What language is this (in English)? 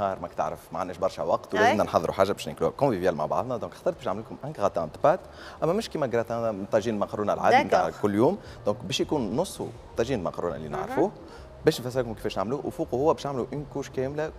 Tunisian Arabic